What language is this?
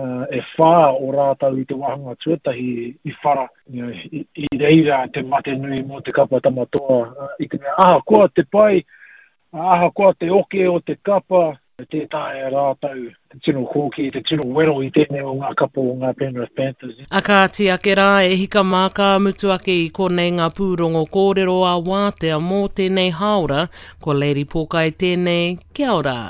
Māori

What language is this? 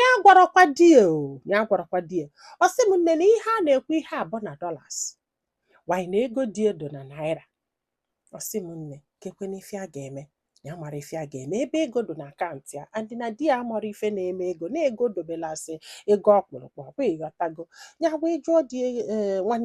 Igbo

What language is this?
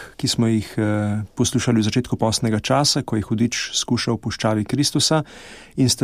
Slovenian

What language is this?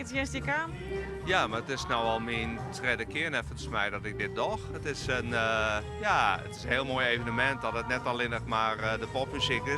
Western Frisian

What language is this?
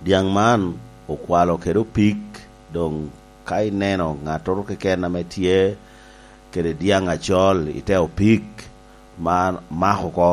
Lango (Uganda)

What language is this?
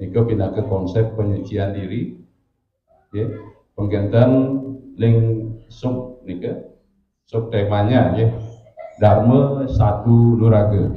Balinese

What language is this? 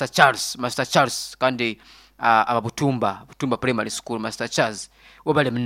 Nyoro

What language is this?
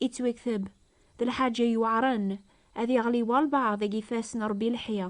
Kabyle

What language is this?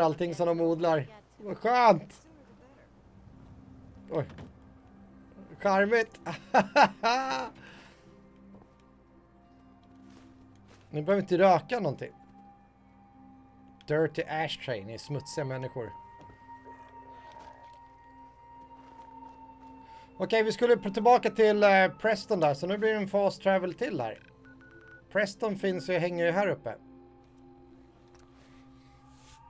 Swedish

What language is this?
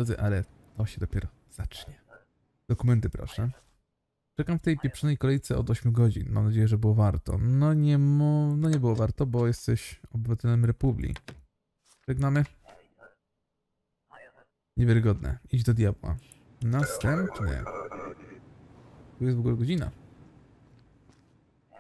Polish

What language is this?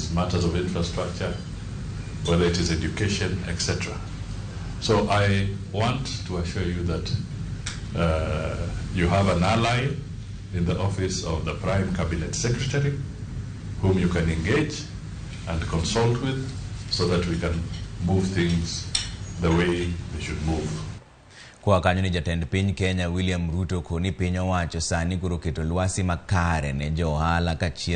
Luo (Kenya and Tanzania)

